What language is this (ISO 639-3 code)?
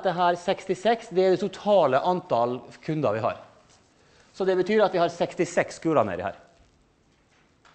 nor